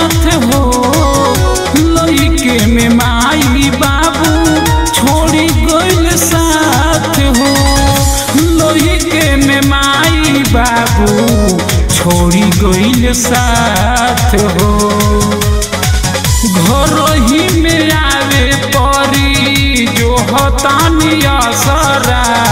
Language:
Bhojpuri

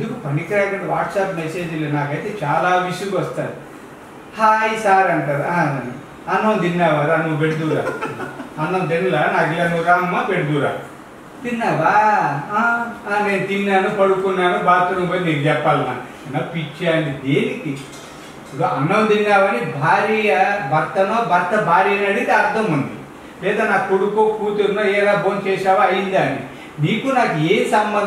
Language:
Telugu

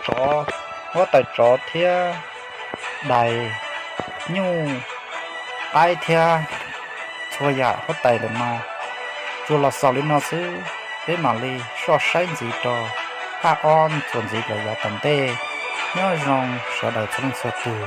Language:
Hmong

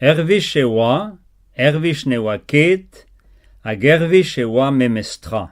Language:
Breton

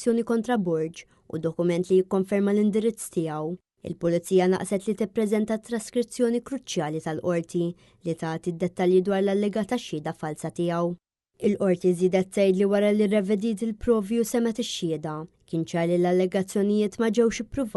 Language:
Maltese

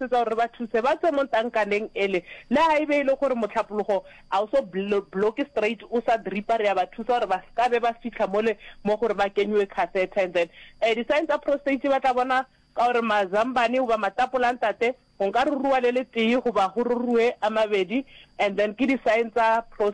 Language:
Northern Sotho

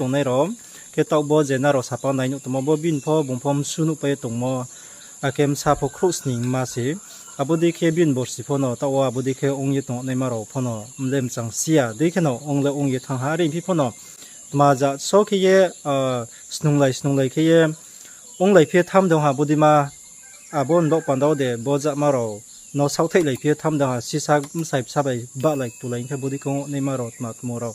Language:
Riang (India)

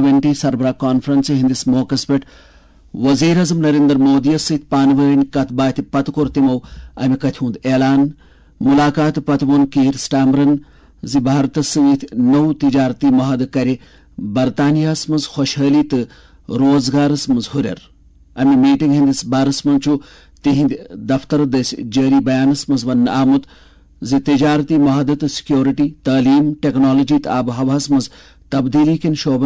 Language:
Kashmiri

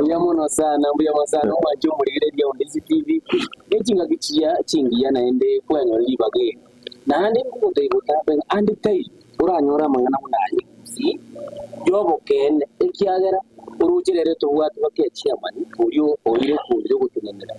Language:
Gusii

